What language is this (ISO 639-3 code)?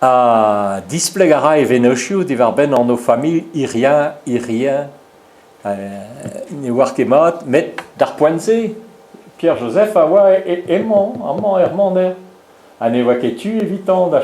bre